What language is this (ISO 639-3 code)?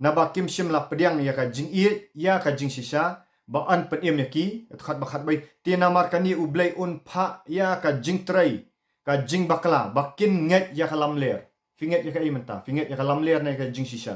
kha